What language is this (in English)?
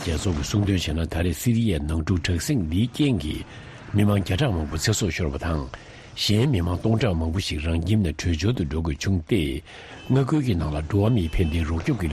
Tibetan